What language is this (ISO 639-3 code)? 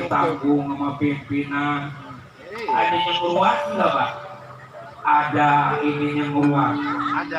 bew